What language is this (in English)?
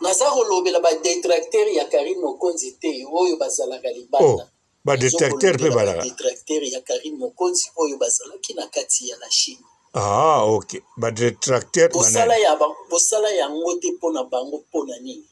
Lingala